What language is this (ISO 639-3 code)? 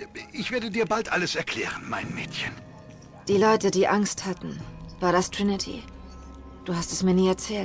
gsw